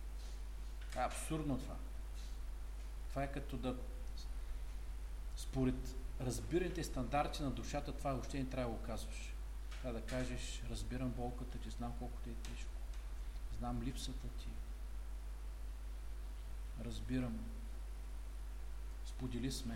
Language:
Bulgarian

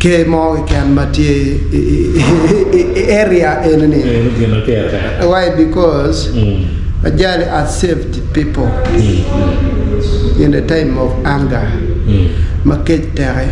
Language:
Acoli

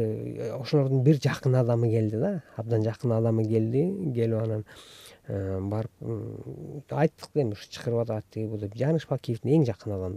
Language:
Kyrgyz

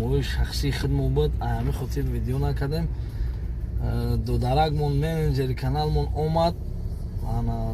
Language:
Tajik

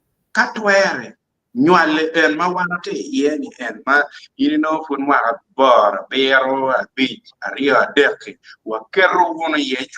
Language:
Acoli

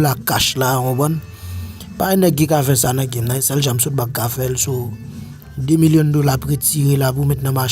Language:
Haitian Creole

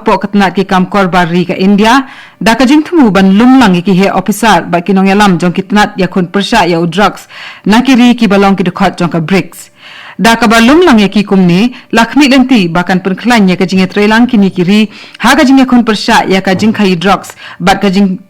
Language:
Khasi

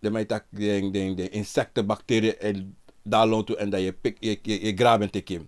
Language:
Sranan Tongo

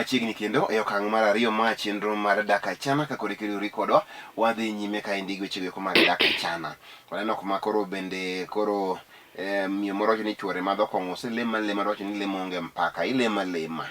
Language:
Luo (Kenya and Tanzania)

